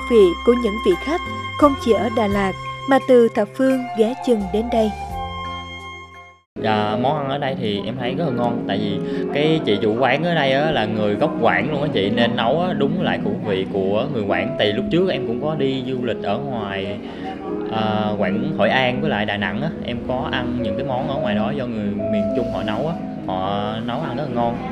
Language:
Vietnamese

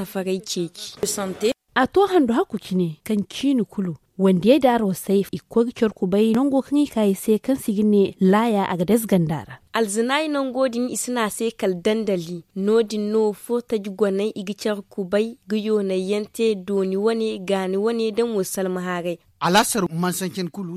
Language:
Zarma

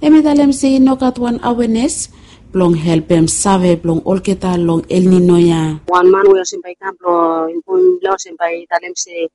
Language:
Bislama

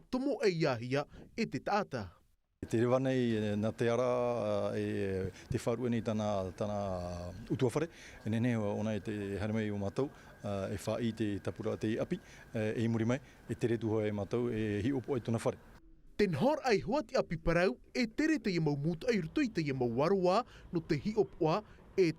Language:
Tahitian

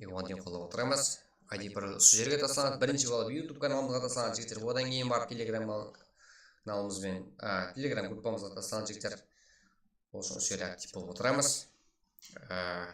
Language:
Kara-Kalpak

